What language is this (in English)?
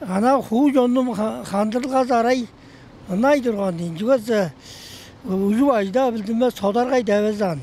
Tuvinian